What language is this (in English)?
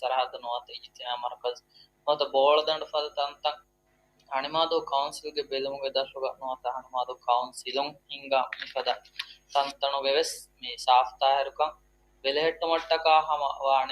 Divehi